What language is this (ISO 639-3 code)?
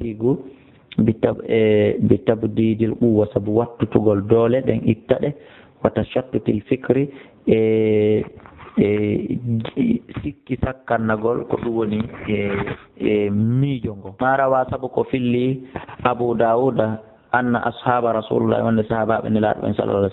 ful